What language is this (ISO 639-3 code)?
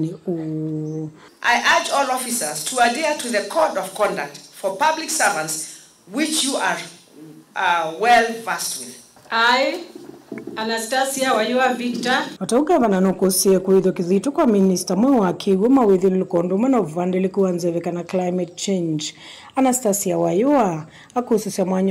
kam